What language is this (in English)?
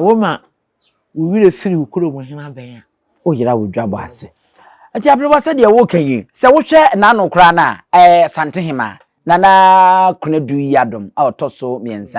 Akan